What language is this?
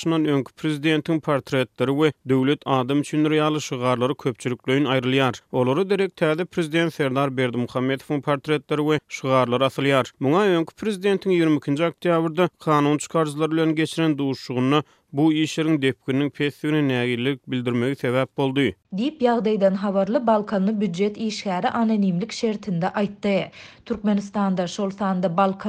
Turkmen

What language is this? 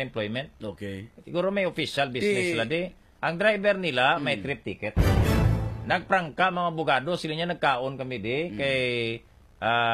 Hiligaynon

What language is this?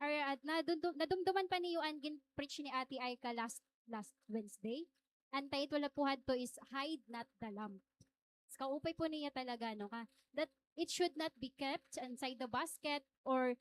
Waray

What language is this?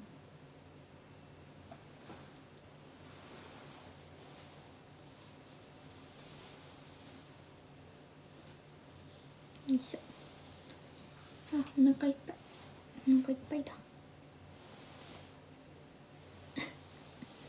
Japanese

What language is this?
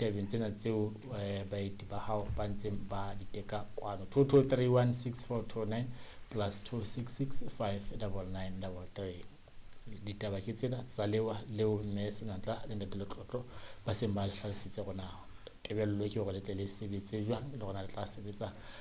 Southern Sotho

